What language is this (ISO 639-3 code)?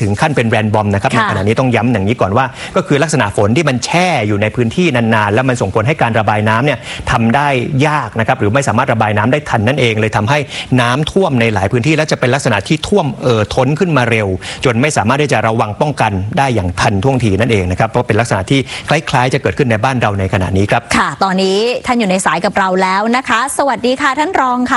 tha